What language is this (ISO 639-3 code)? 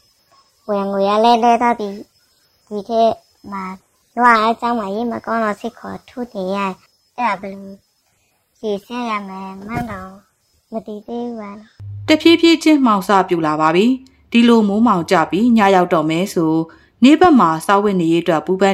mya